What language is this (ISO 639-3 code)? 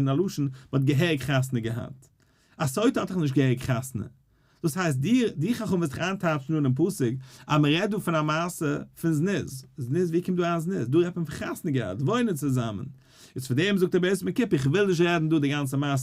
yid